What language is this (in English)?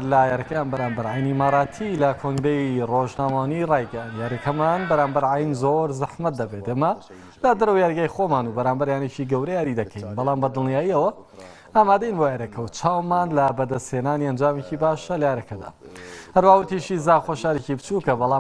Central Kurdish